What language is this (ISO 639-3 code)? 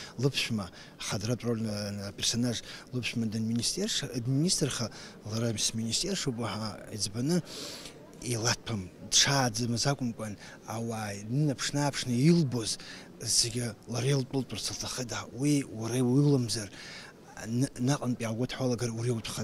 abk